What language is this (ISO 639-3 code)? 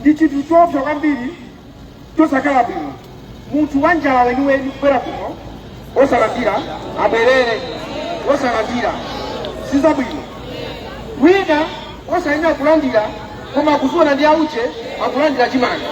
nya